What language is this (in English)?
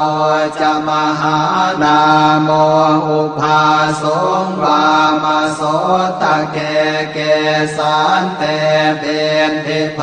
Pali